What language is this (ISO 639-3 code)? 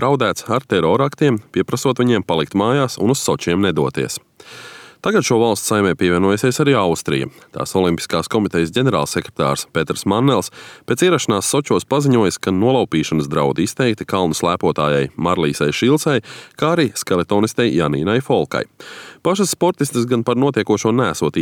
lav